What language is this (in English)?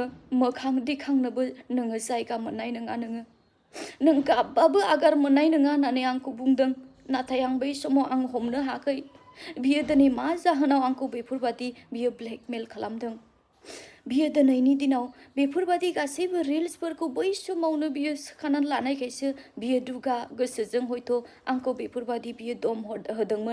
Bodo